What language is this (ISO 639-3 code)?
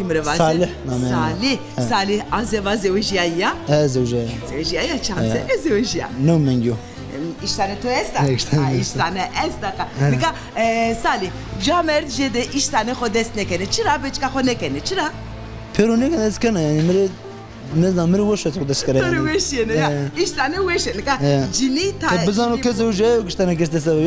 zza